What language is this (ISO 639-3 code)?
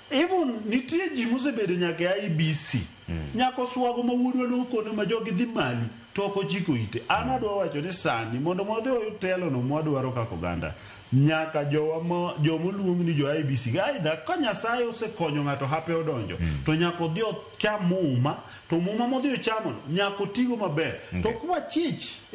luo